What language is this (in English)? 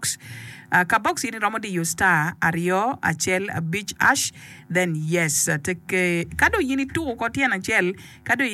Acoli